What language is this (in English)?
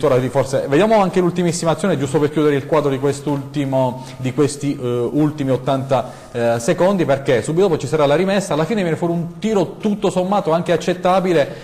Italian